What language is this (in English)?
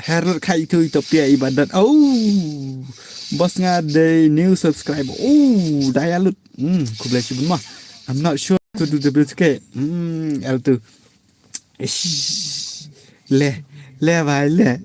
Khasi